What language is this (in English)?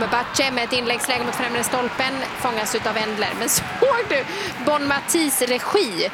Swedish